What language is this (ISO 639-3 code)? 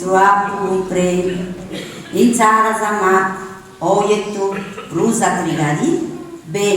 srd